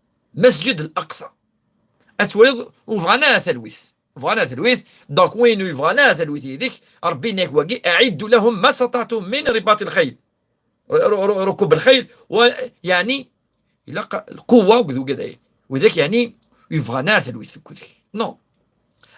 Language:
Kabyle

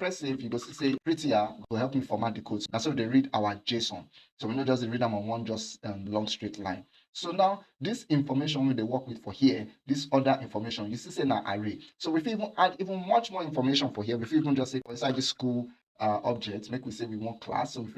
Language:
Nigerian Pidgin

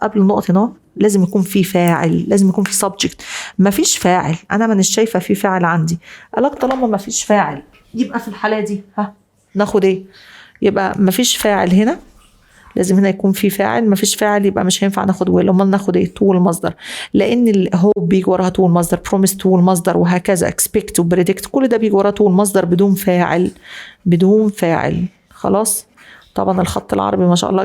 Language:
Egyptian Arabic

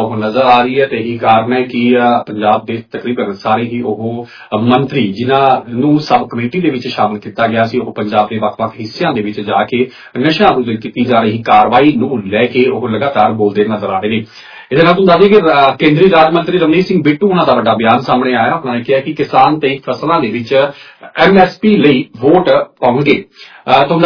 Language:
Punjabi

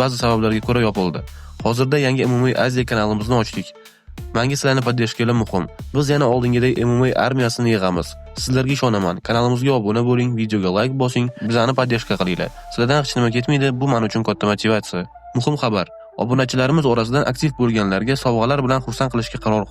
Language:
Uzbek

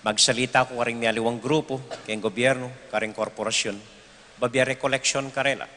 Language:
Pampanga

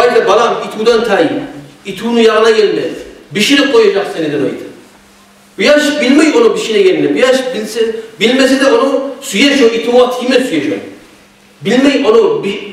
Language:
Kumyk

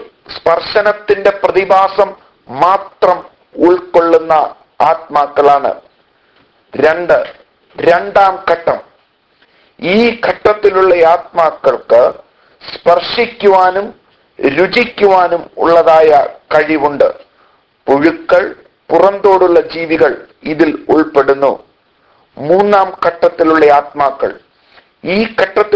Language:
Malayalam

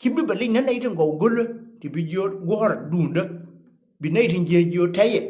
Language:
Nuer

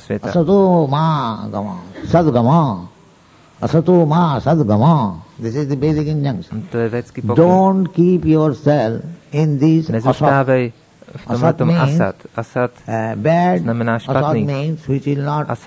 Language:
Czech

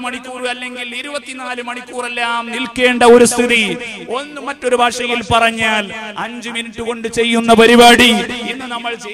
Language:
Malayalam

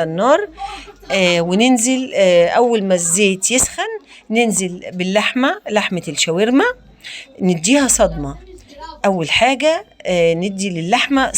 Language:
Egyptian Arabic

